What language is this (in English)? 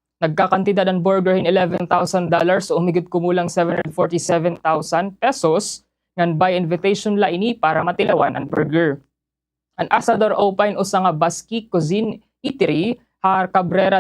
Waray